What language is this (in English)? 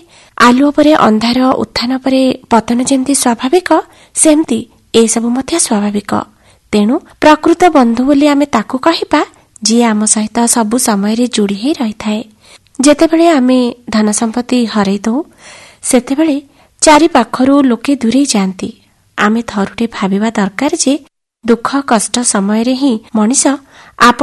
Odia